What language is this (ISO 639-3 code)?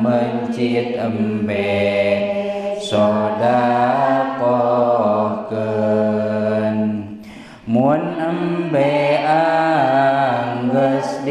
sun